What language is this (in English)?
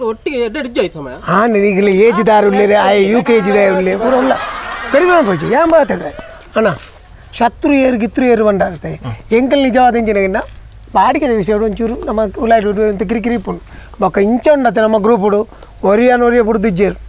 Tulu